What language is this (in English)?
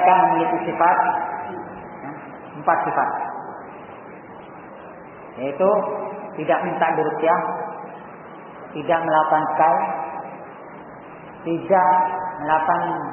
Indonesian